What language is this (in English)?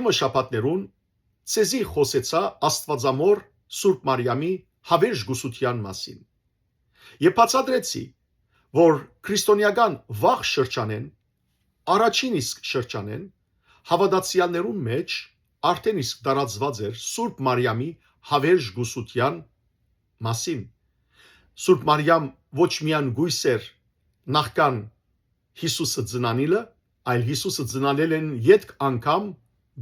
Western Armenian